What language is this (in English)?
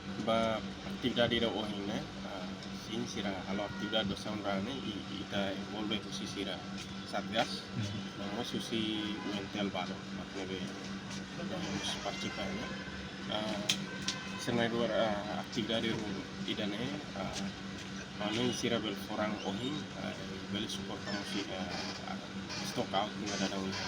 Tetum